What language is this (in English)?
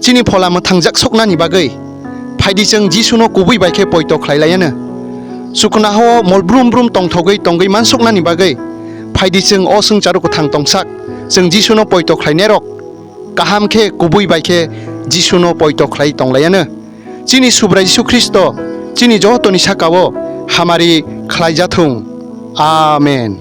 Kok Borok